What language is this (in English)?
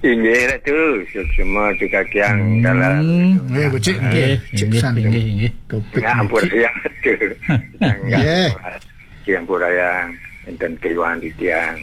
Balinese